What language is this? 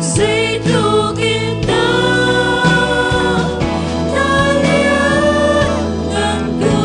Hakha Chin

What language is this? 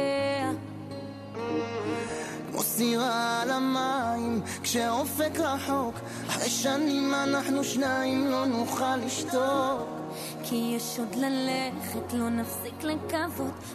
Hebrew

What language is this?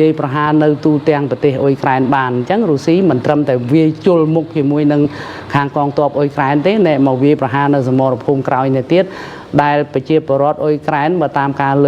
Khmer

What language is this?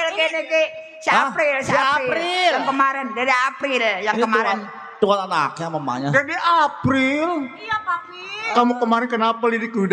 Betawi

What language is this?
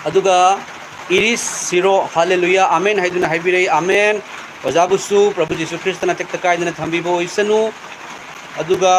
Manipuri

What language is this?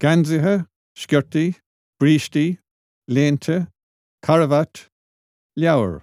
Irish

